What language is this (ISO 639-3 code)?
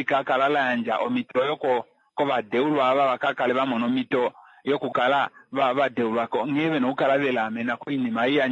kua